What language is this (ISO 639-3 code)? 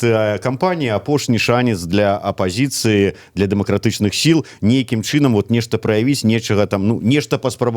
bel